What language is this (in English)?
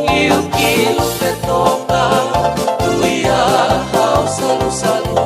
Tongan